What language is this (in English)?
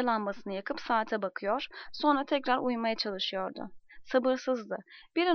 Turkish